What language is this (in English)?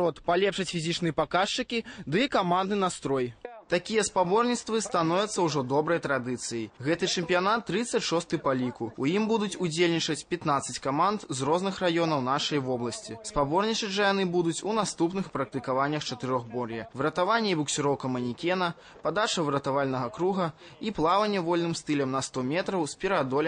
Belarusian